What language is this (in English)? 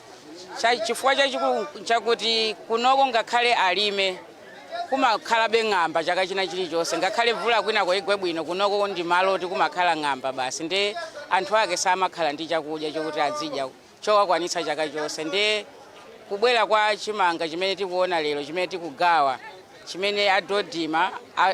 Nyanja